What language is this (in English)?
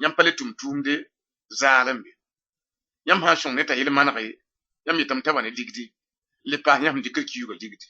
Mossi